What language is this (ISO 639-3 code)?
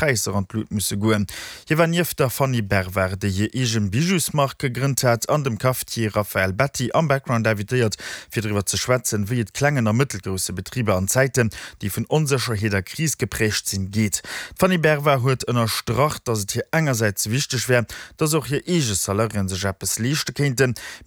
ltz